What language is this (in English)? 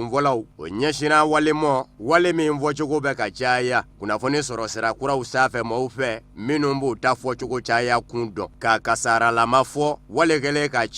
Bambara